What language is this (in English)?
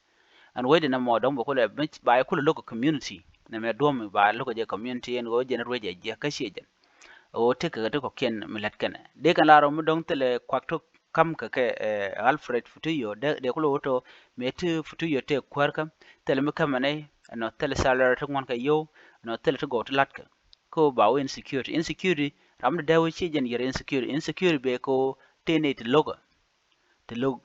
Nuer